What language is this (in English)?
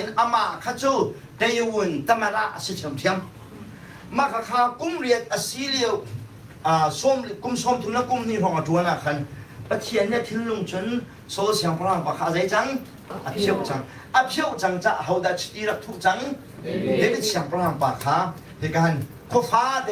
Hakha Chin